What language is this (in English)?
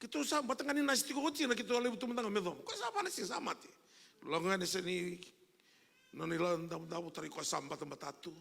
Fijian